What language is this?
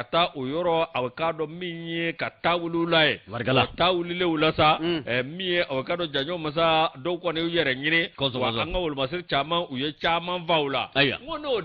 Bambara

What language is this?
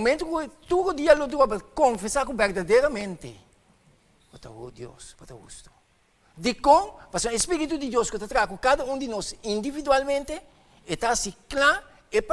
Papiamento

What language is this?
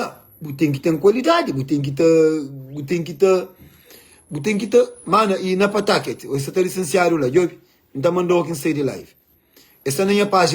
Kabuverdianu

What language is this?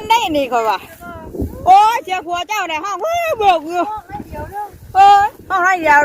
Northeastern Thai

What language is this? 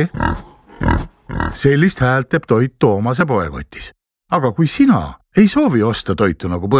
Estonian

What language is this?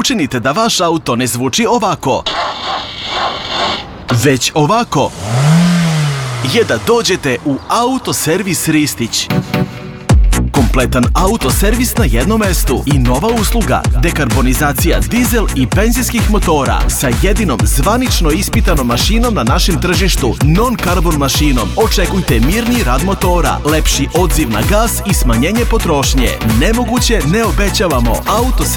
Serbian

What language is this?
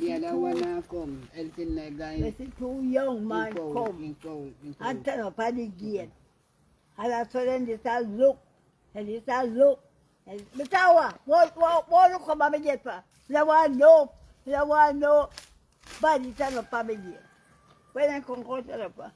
Jamaican Creole English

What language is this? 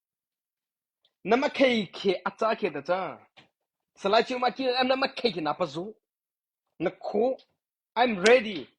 Mara Chin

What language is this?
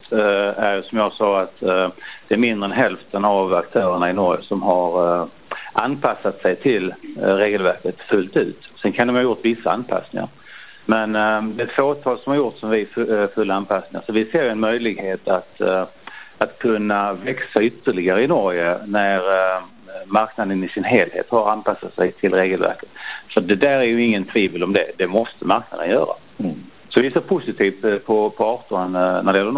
Swedish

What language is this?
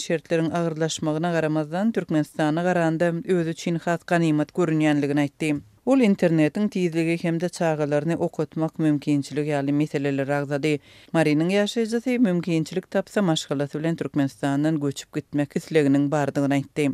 Turkmen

